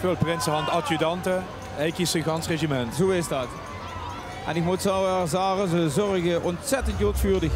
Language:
Limburgish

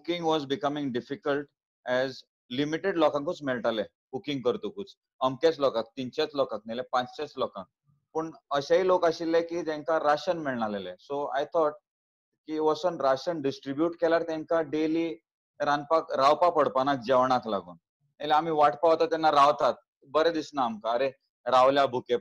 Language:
Konkani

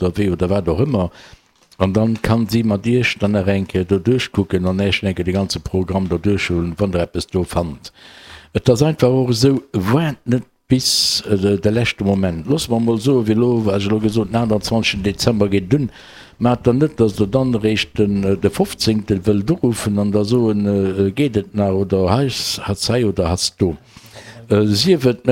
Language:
Luxembourgish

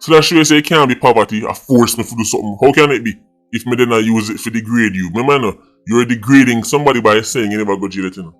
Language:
Jamaican Creole English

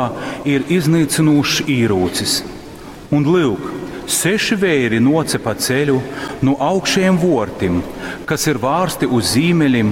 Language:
Latgalian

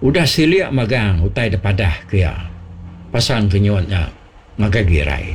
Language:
Iban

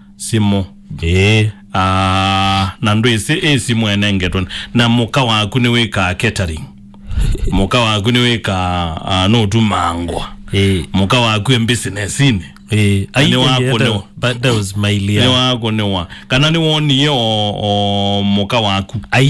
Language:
Kamba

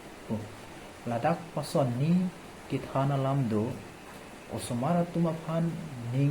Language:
Karbi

